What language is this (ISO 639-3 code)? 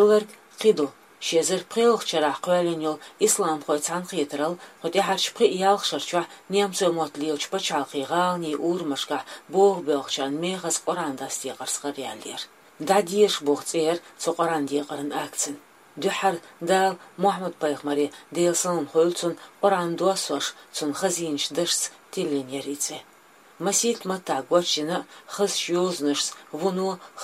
che